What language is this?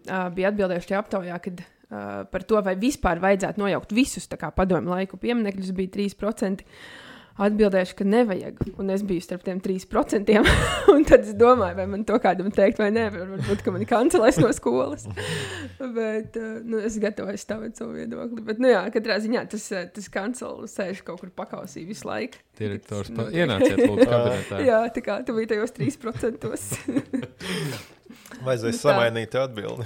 Latvian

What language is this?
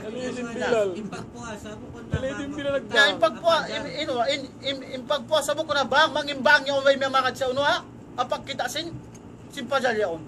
Tausug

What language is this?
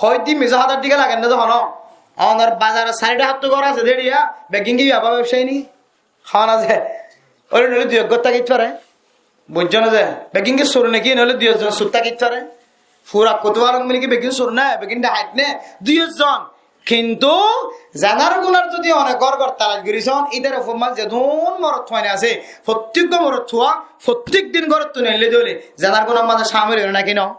Rohingya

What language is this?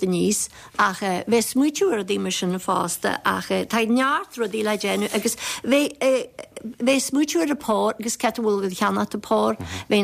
Irish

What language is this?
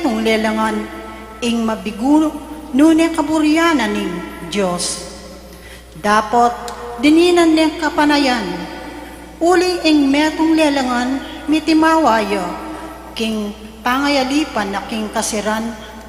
Pampanga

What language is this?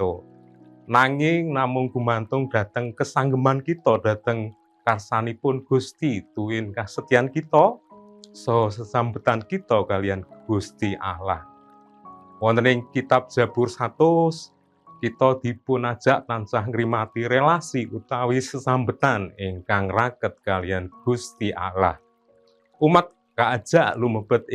Javanese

